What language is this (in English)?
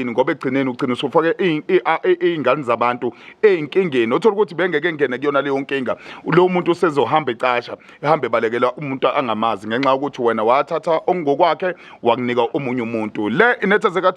Zulu